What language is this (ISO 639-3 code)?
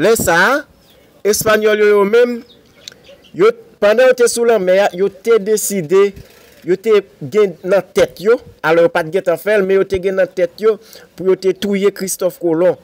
hat